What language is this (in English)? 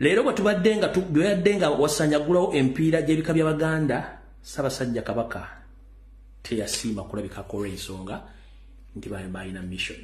Ganda